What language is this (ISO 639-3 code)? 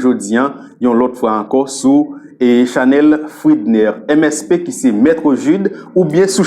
hat